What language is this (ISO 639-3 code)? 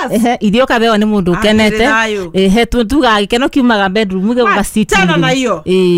kik